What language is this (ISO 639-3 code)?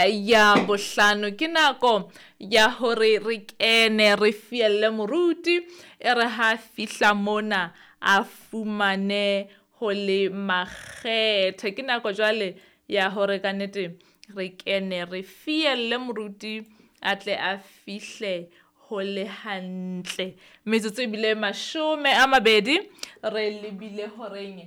sot